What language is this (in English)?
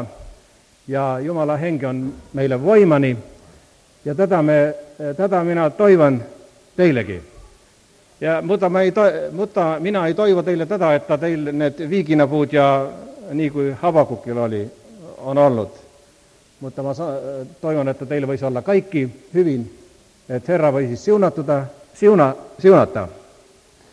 Finnish